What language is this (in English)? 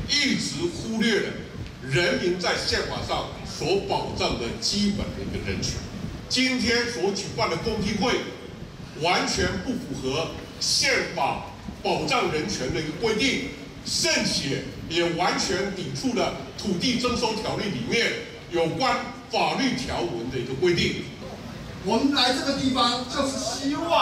Chinese